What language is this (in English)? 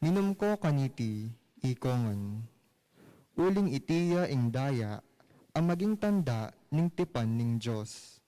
Pampanga